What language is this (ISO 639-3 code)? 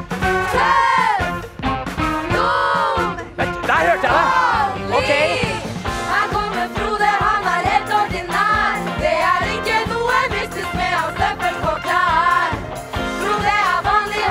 nor